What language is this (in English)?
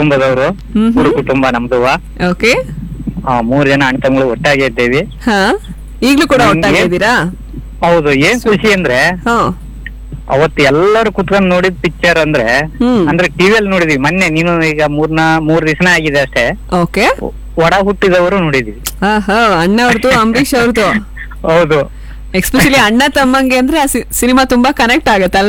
Kannada